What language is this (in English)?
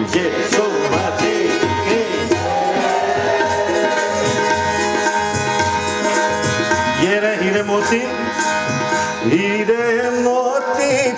Hindi